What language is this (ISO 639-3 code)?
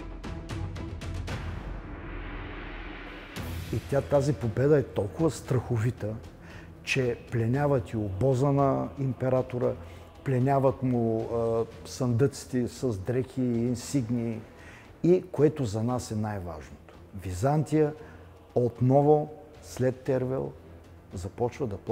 bul